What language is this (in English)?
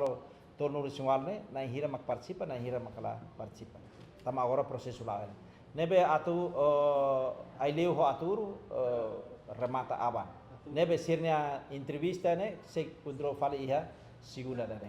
Tetum